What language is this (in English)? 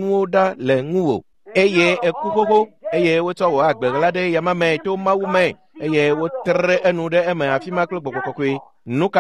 Ewe